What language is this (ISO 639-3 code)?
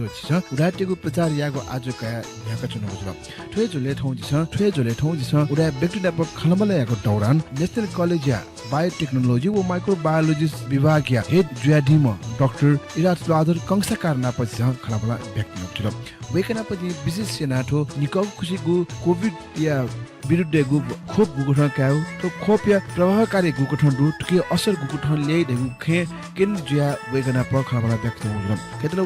new